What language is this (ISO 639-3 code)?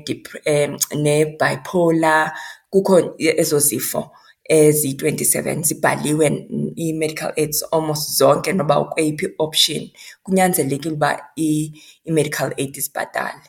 xho